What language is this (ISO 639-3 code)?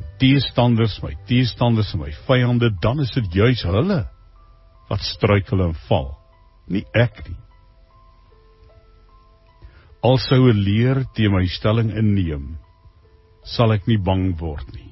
afr